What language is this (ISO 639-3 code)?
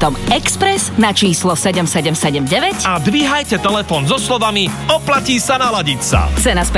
slk